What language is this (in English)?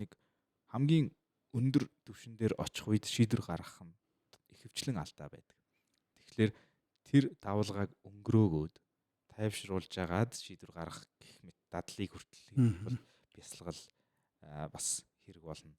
Mongolian